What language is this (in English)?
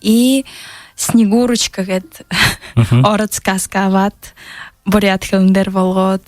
Buriat